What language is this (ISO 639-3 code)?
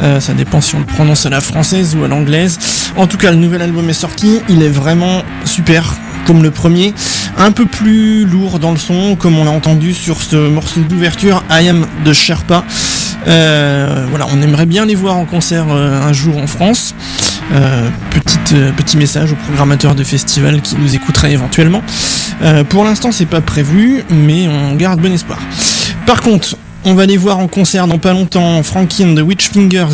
fra